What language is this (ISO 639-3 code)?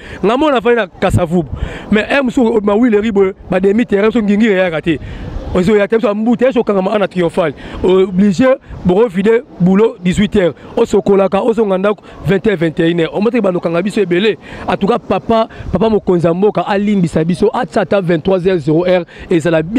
lin